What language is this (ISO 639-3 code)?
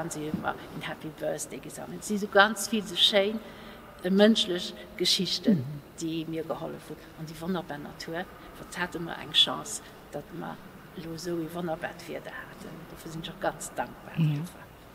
ltz